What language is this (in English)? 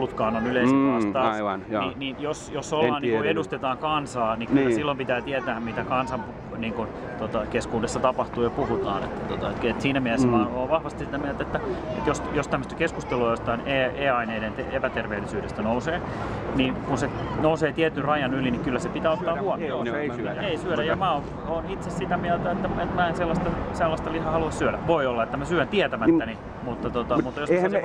Finnish